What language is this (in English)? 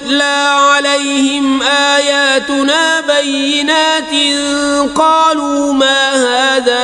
Kashmiri